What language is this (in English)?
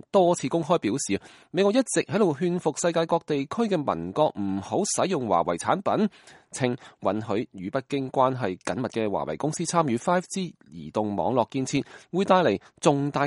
Cantonese